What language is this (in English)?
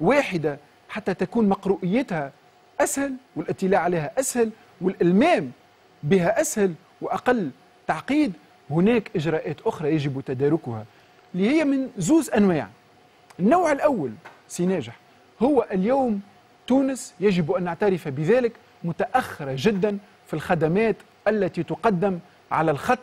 Tunisian Arabic